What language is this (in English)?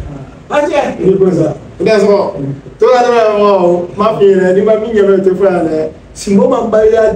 Bambara